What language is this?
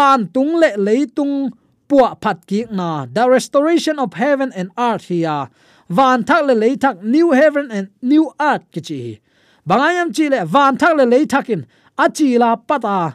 Tedim Chin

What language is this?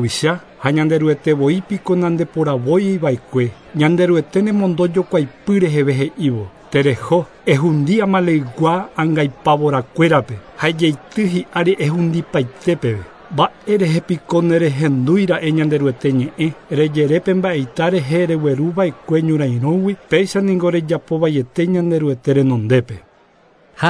Guarani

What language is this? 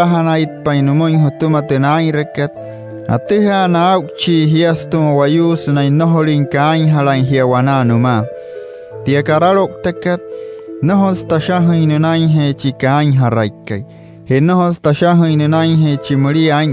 Wayuu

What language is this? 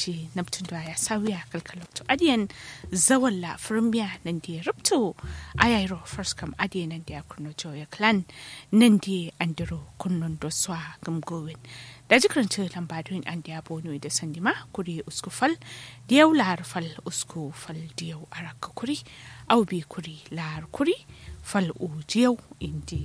Kanuri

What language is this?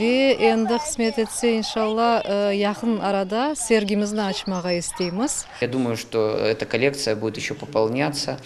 Crimean Tatar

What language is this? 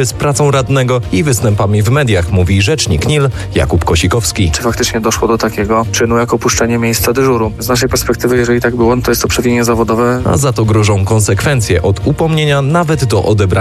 Polish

